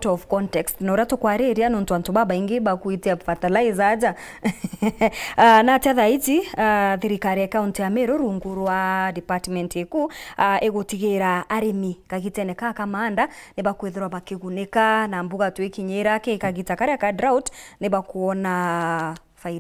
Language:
Meru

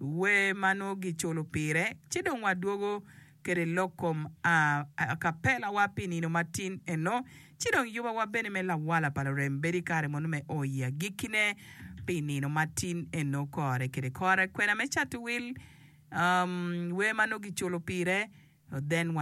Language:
Acoli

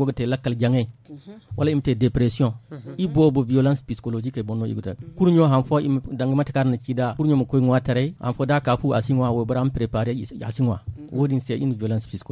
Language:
Zarma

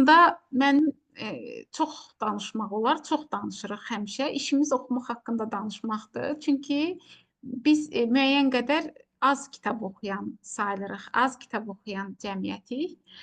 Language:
Azerbaijani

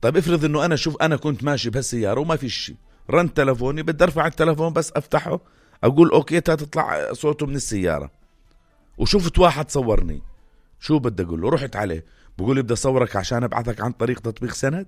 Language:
North Levantine Arabic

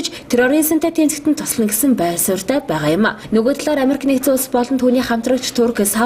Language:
Mongolian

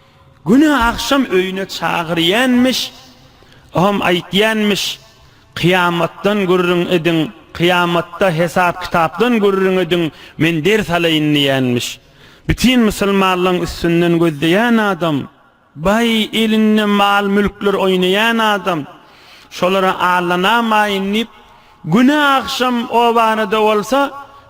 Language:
Turkmen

